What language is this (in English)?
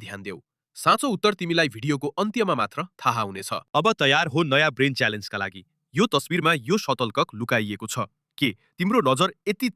Nepali